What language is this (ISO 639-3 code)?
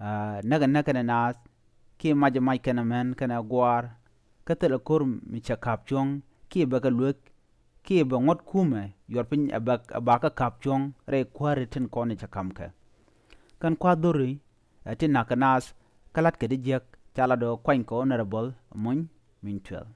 nus